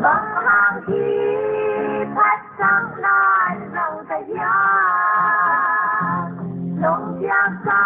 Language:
Paite Chin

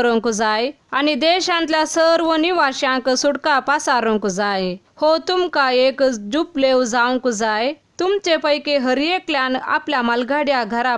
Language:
Konkani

